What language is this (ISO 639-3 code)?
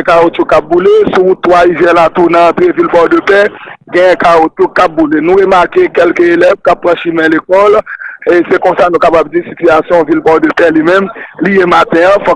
hat